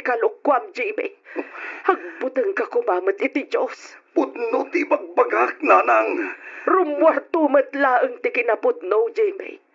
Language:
Iloko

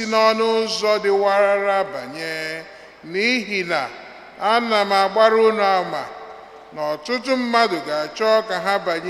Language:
Igbo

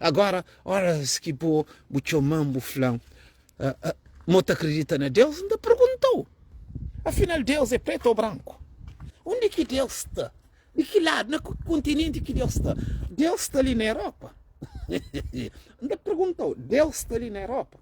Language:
Kabuverdianu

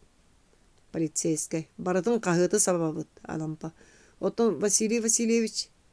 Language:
Yakut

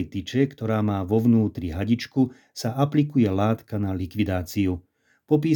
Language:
Slovak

